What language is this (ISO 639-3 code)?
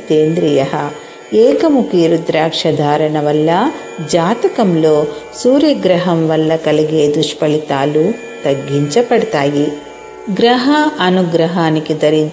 tel